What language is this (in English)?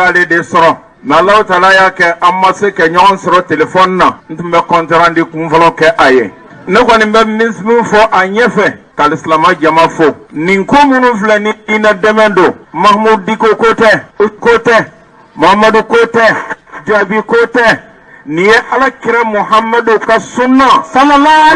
Bambara